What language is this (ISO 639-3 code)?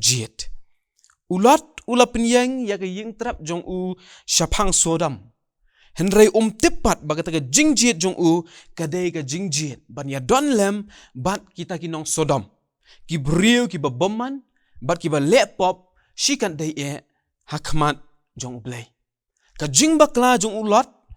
kha